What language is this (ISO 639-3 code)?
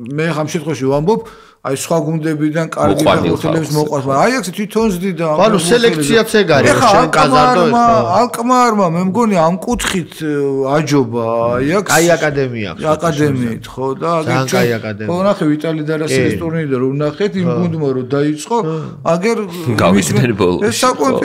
kat